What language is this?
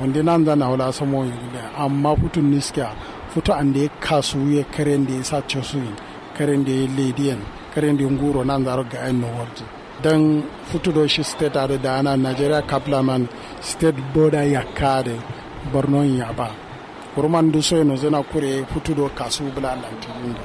Kanuri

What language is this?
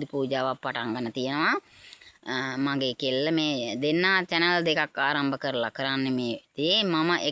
Sinhala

